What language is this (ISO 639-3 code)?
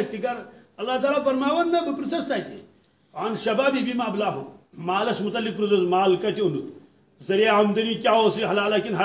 kas